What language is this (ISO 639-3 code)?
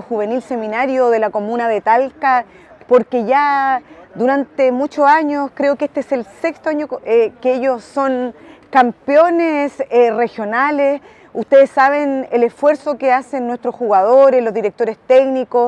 spa